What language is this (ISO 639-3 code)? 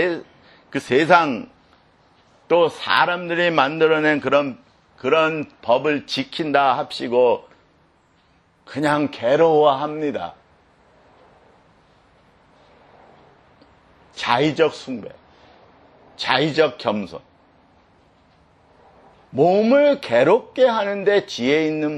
kor